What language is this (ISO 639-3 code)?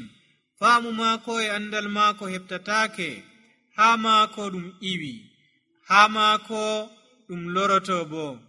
fuv